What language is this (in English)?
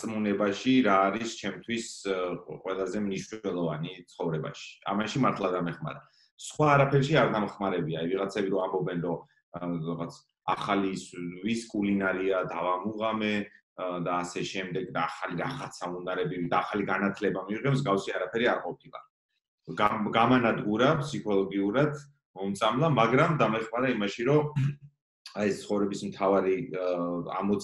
Georgian